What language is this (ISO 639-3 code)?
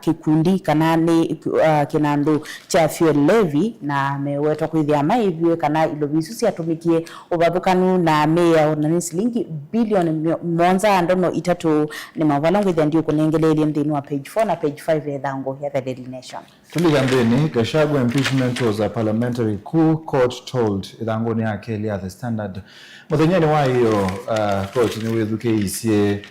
kam